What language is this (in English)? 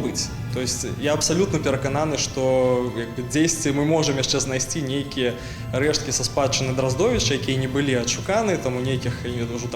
Belarusian